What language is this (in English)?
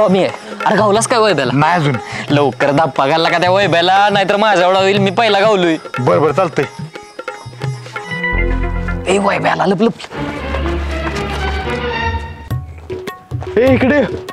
Marathi